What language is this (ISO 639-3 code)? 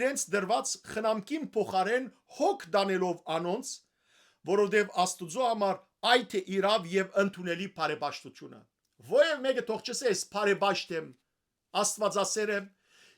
hyw